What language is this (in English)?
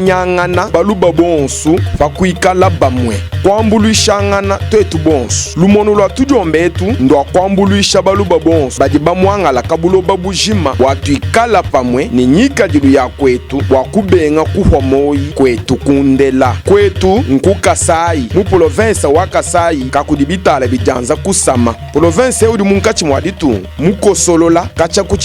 Luba-Lulua